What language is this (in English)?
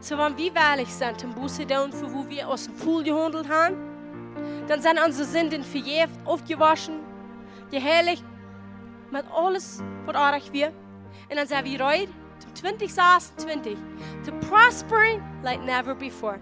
Plautdietsch